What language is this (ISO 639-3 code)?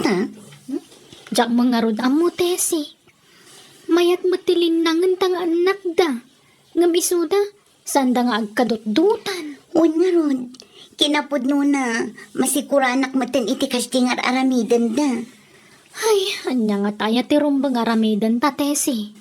ilo